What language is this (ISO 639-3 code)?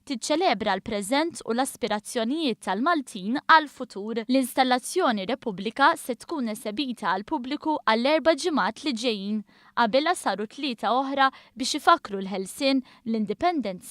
mlt